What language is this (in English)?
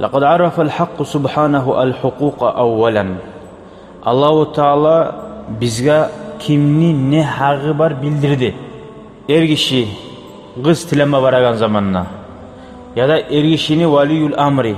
Kumyk